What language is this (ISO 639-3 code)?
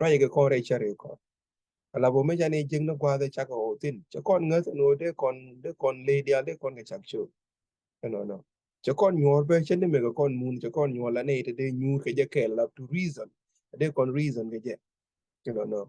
nus